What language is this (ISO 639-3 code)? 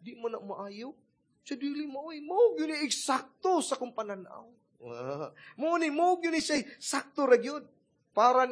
ceb